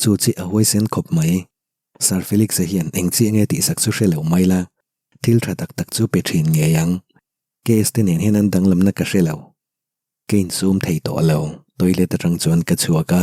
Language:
Mizo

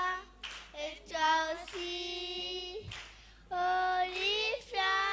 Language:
Ewe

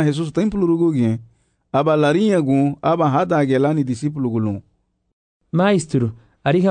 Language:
Garifuna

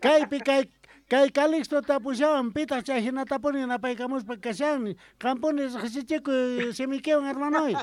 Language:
South Bolivian Quechua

